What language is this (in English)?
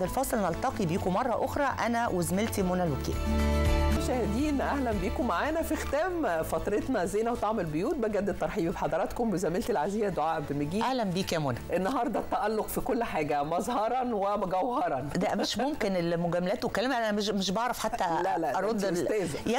Egyptian Arabic